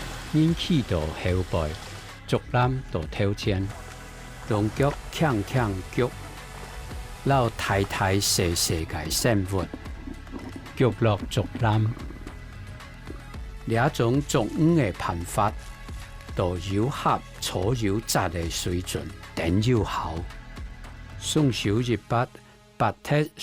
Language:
Hakka Chinese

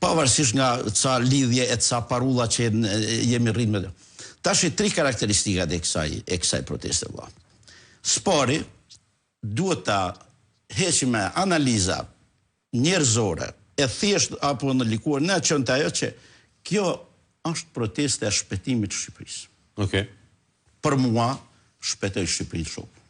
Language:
Albanian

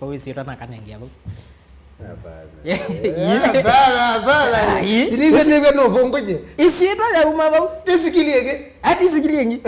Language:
Kamba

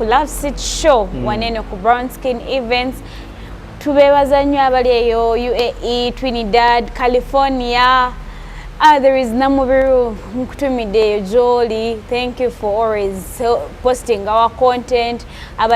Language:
Ganda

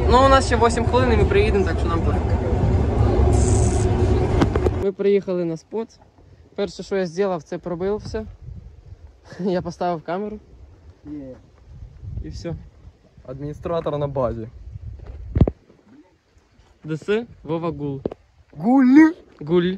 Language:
Ukrainian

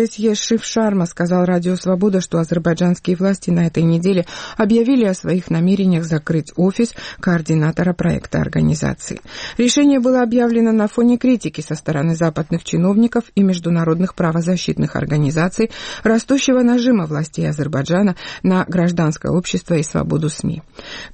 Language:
Russian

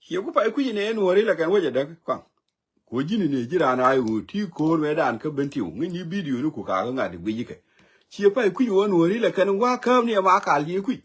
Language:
Nuer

